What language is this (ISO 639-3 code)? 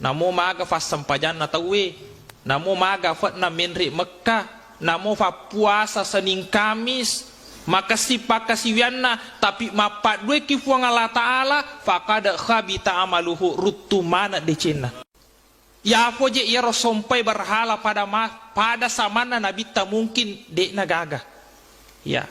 bug